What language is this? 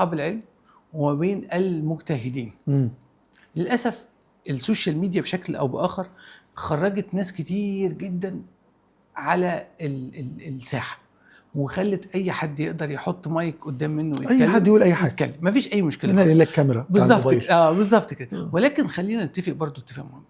Egyptian Arabic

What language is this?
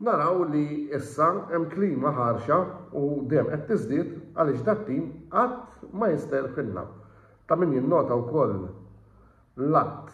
Maltese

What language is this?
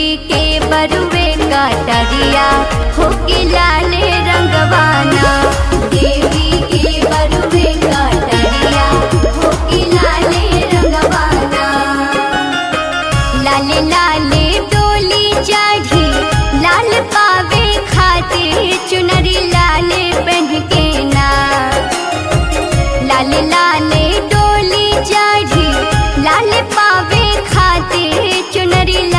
Bhojpuri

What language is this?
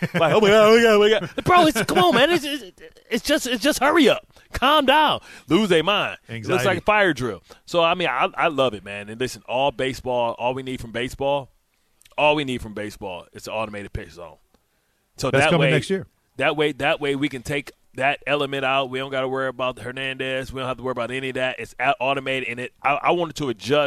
English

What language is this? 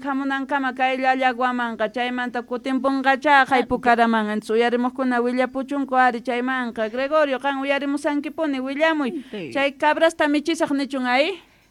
South Bolivian Quechua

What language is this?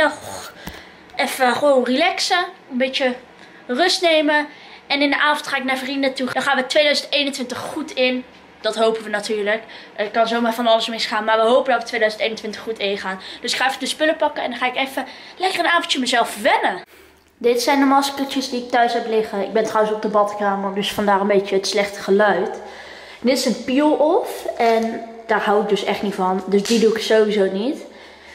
Dutch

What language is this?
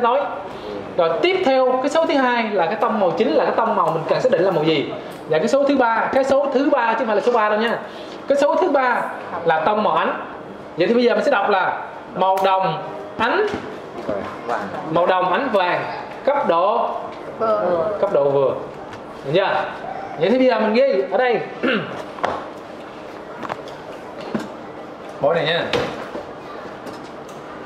Vietnamese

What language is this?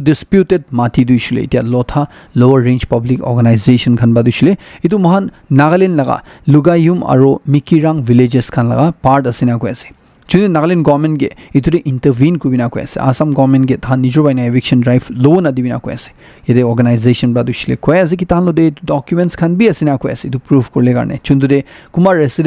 Naga Pidgin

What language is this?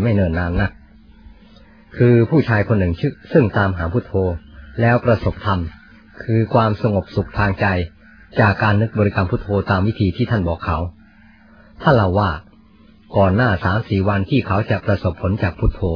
Thai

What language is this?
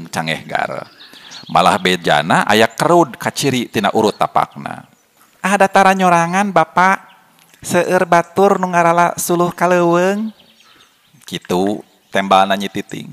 Sundanese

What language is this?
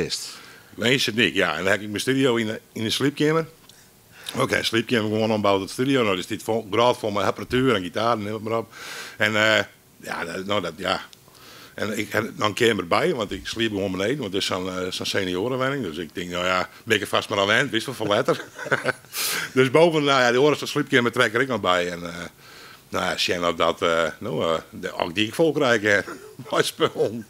Dutch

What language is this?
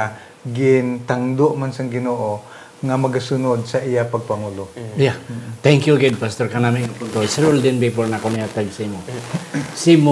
Hiligaynon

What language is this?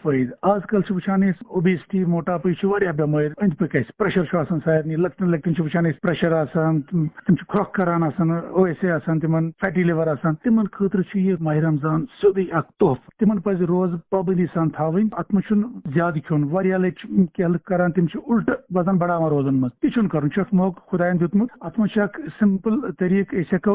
Kashmiri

